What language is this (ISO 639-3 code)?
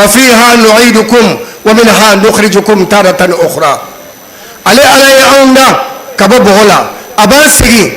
bam